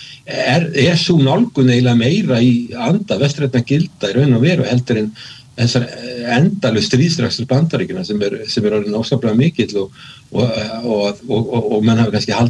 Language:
Icelandic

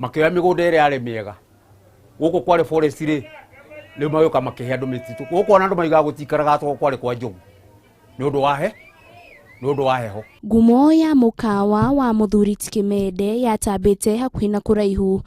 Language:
Kikuyu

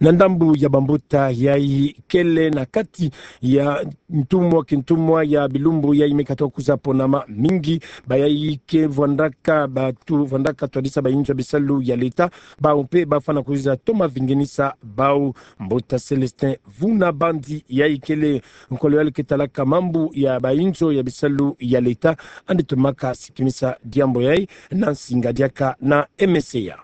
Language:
Kituba (Democratic Republic of Congo)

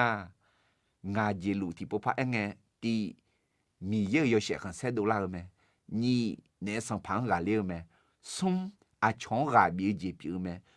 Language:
Akha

